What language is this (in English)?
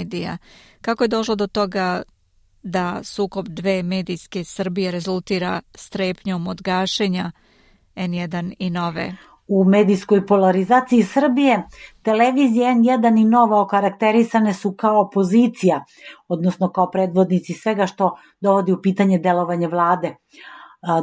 Serbian